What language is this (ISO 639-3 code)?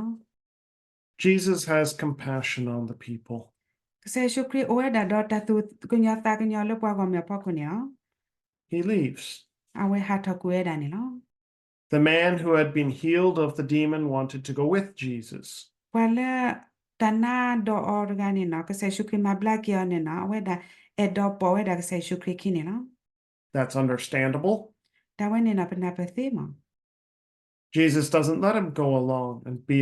ksw